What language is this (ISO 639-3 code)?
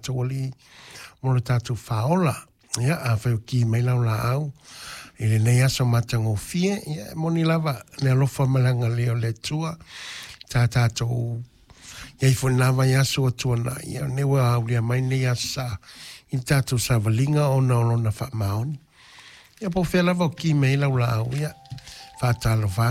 smo